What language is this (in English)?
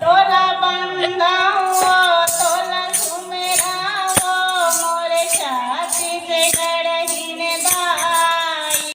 Chhattisgarhi